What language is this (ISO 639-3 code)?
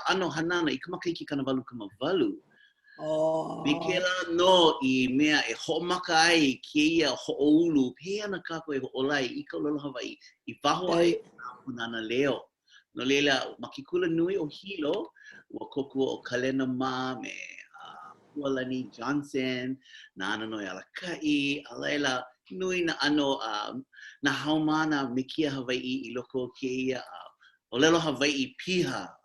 haw